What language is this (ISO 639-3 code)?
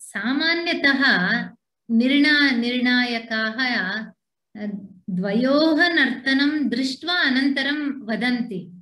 san